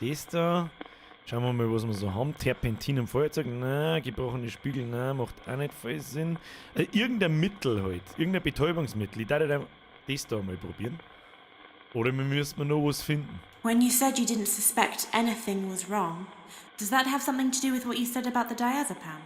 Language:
Bavarian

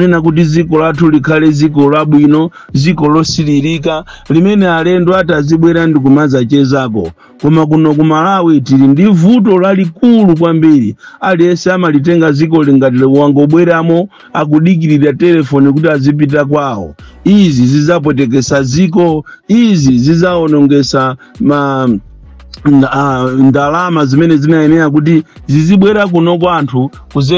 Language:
Nyanja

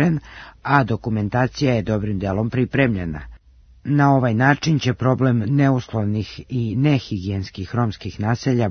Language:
Serbian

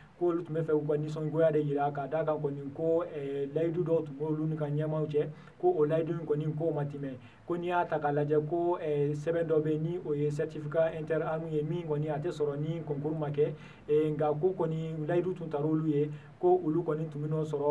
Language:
Bambara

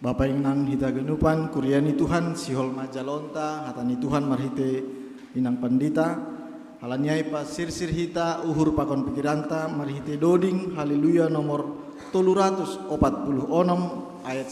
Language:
Batak Simalungun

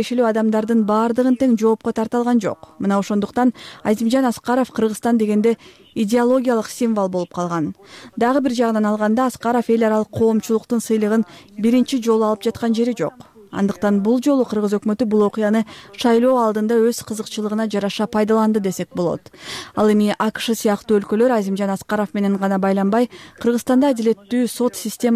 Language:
Kyrgyz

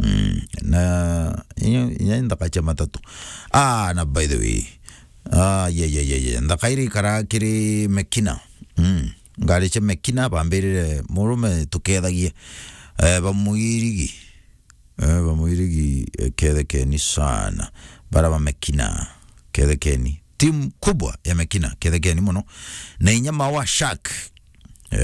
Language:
Meru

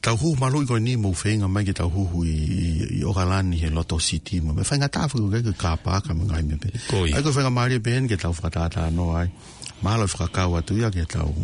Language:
Tongan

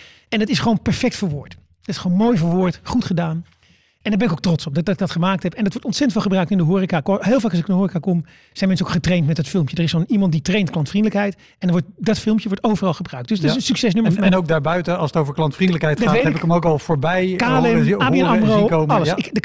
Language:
Dutch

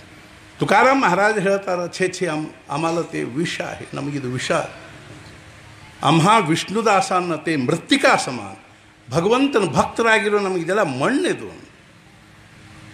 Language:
Kannada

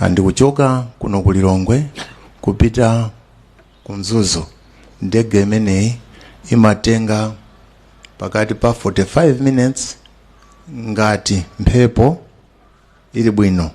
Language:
Nyanja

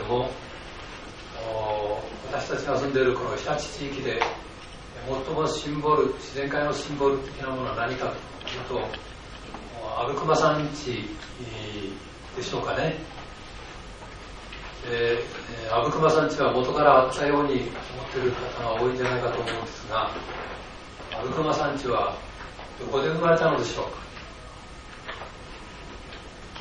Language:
Japanese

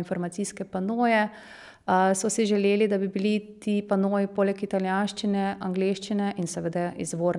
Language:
Slovenian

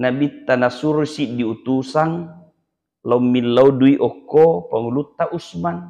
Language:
Buginese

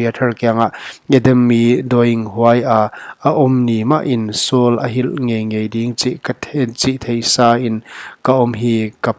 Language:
Paite Chin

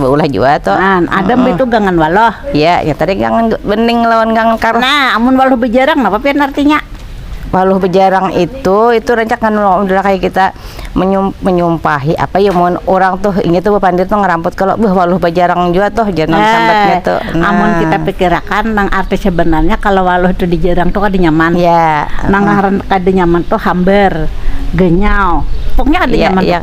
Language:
Banjar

